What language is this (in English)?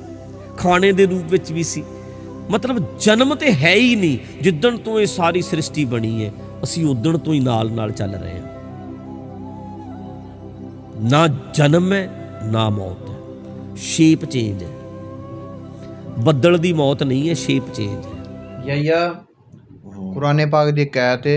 Punjabi